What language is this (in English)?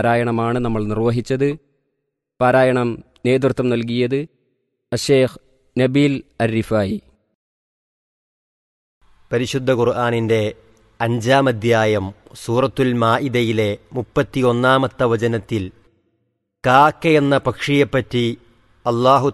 Malayalam